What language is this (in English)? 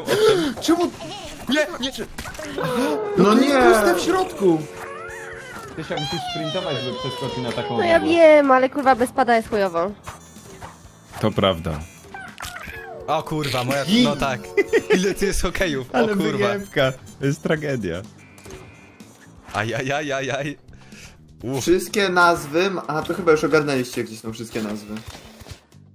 Polish